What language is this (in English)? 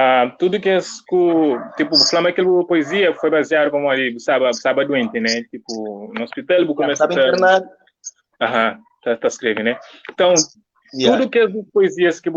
Kabuverdianu